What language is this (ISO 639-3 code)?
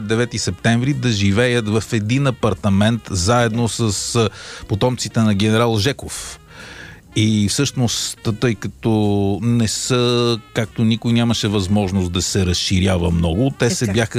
bul